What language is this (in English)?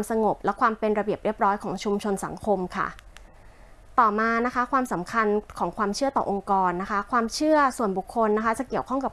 Thai